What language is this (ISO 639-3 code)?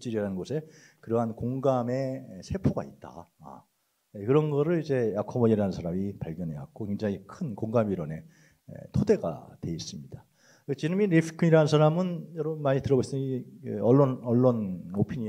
kor